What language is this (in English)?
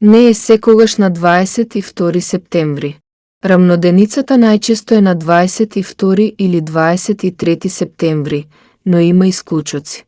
Macedonian